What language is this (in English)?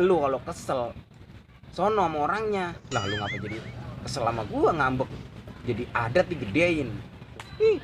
Betawi